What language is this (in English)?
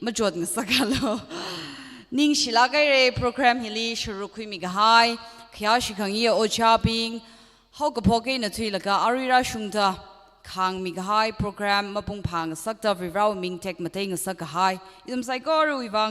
Tangkhul Naga (India)